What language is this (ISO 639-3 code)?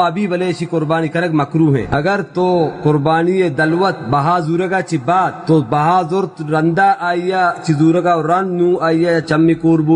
bal